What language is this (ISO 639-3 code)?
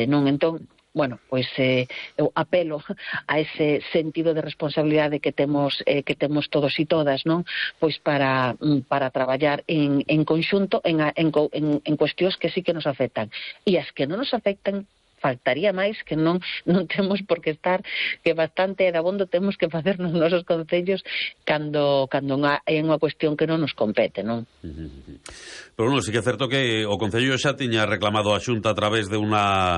glg